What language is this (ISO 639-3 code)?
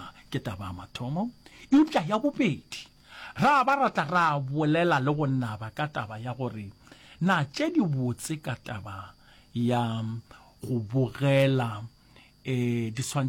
nso